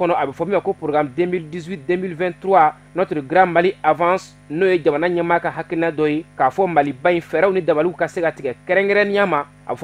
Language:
Bambara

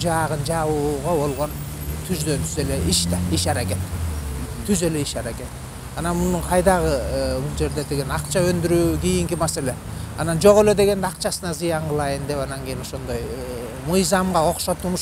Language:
Kyrgyz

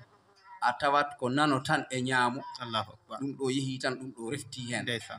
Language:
Fula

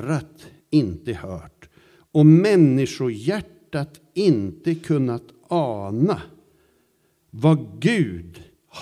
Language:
Swedish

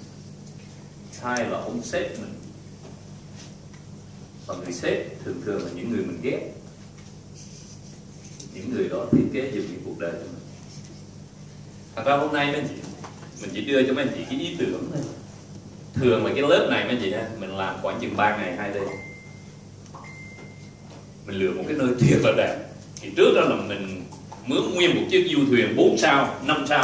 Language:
Vietnamese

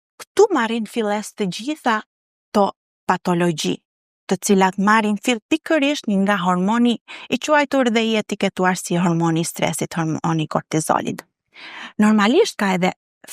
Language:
Albanian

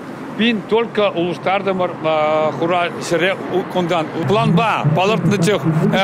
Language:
Chuvash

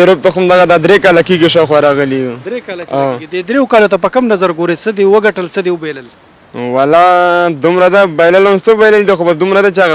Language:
Pashto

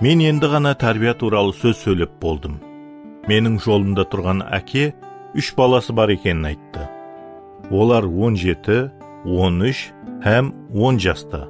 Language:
Kara-Kalpak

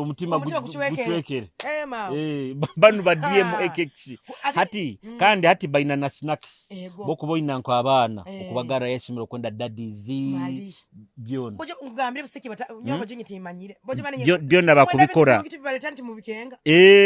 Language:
Nyoro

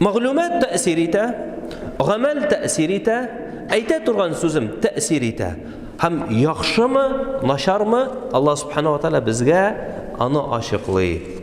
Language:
Tatar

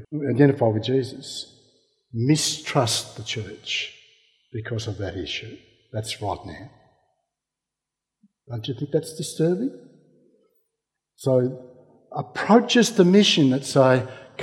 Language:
English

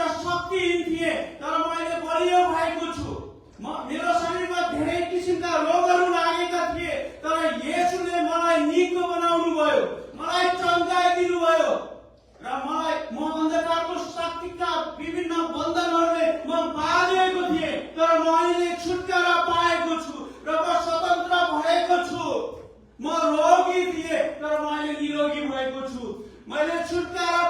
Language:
Nepali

